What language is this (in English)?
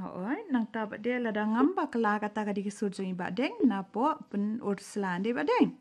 Khasi